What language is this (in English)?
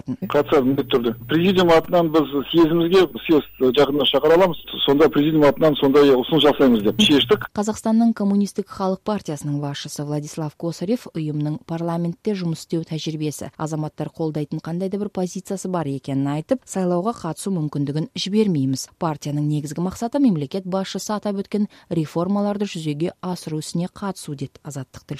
Kazakh